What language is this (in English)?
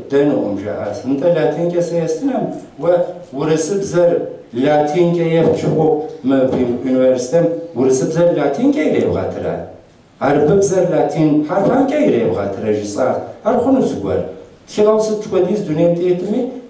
Kabardian